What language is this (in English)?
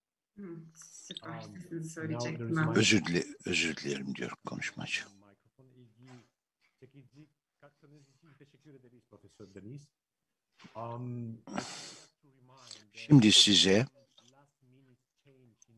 Turkish